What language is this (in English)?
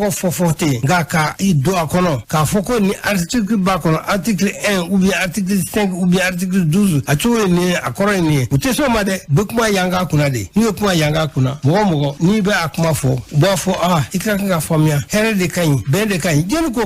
Bambara